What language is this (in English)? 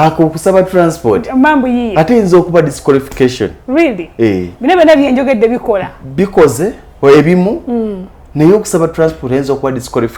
Ganda